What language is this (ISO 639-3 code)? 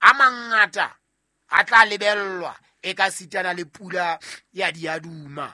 sot